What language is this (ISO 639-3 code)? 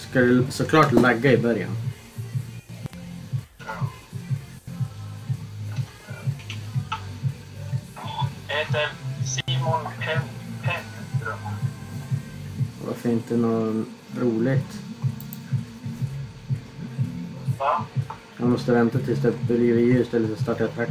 swe